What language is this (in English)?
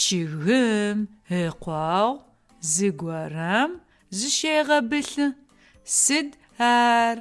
Adyghe